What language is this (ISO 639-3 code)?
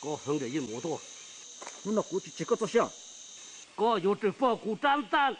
hmn